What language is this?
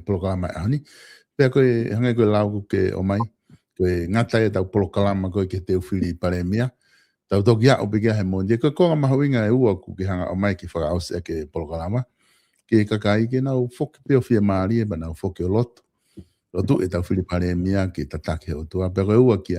Tongan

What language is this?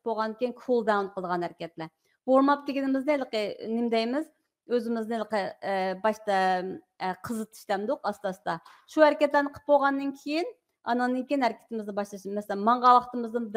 Uyghur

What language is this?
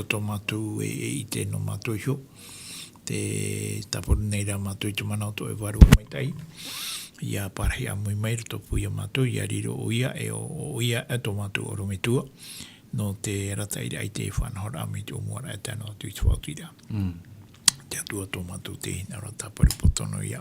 Tahitian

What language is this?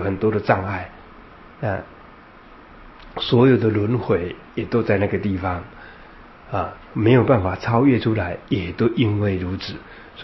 Chinese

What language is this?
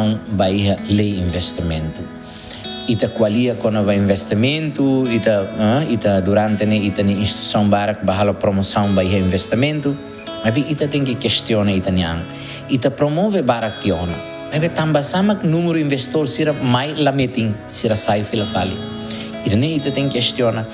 Tetum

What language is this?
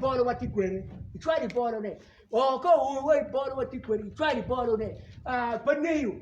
Acoli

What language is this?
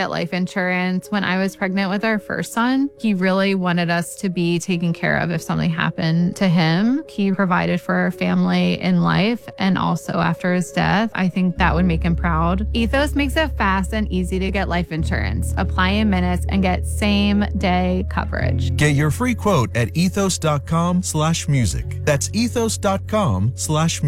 English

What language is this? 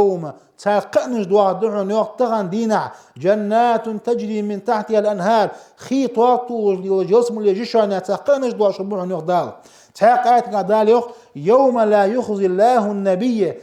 Ingush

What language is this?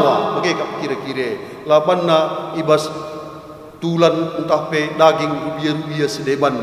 Batak Karo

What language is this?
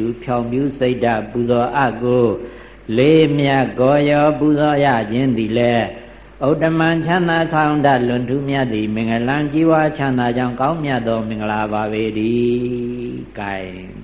Burmese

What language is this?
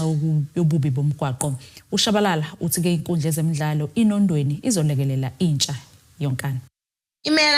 Zulu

